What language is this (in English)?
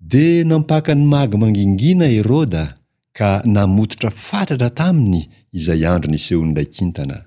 Malagasy